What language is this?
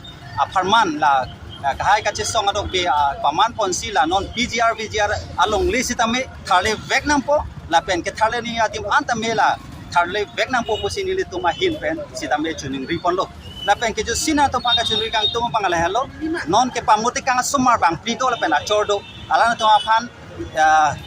Karbi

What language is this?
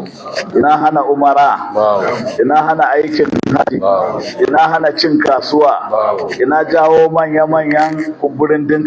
Hausa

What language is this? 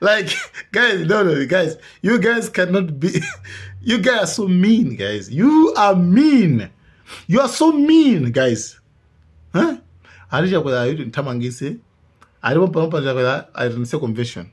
Nyanja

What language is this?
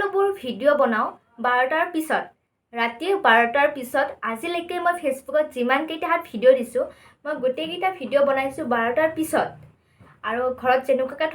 Assamese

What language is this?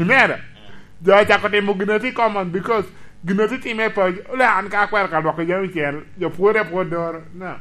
Lango (Uganda)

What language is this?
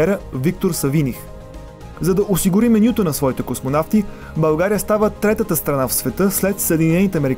Bulgarian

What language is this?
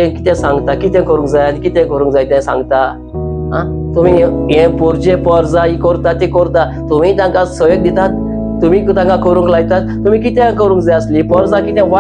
Konkani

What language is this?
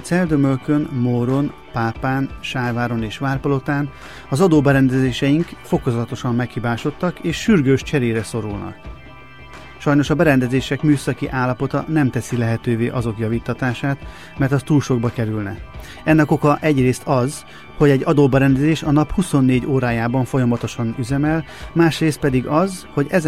Hungarian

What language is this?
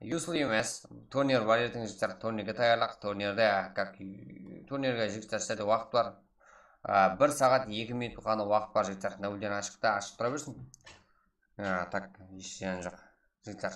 Kara-Kalpak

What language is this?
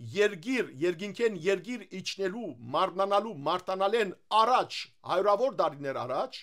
Western Armenian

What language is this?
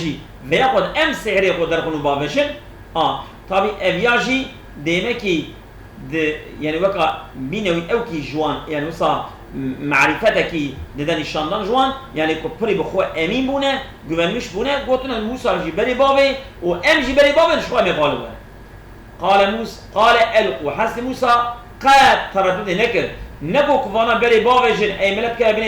Kurdish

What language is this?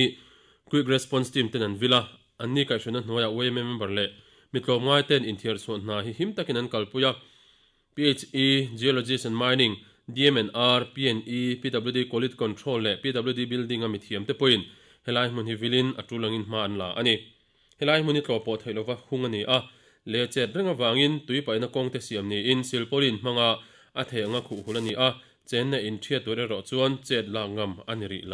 Mizo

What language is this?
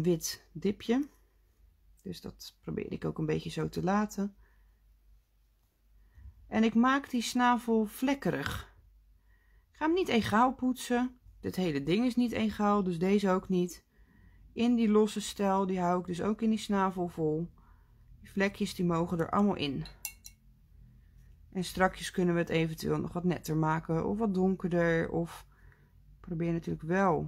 Dutch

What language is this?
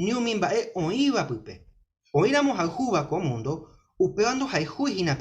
Guarani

